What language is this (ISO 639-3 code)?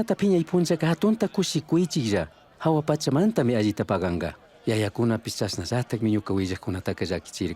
qug